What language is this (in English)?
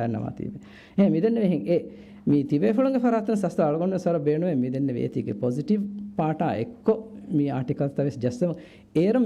Divehi